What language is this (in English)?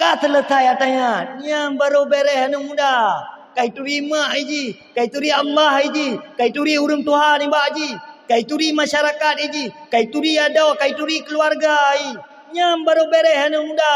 Achinese